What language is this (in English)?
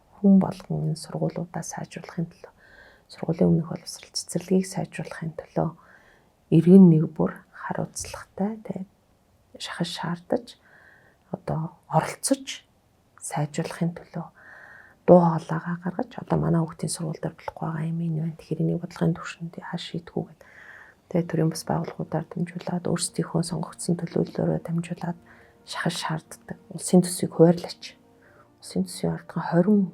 Mongolian